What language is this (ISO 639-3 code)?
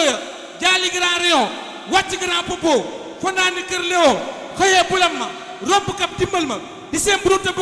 wol